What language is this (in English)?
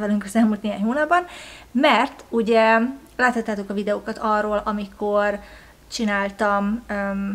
Hungarian